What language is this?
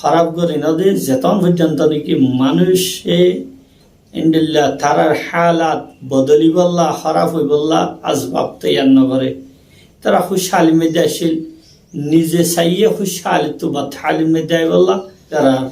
Rohingya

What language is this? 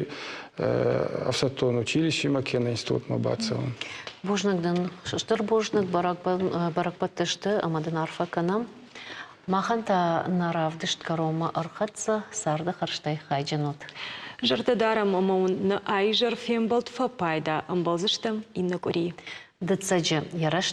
Ossetic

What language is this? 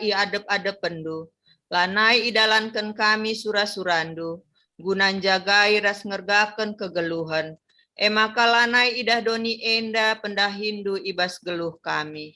Batak Karo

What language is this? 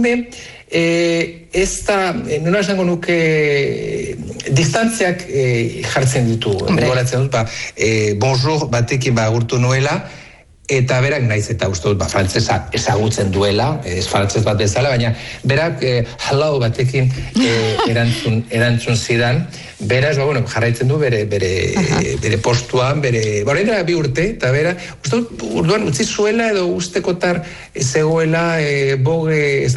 Basque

